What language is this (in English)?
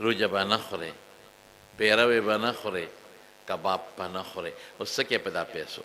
Pashto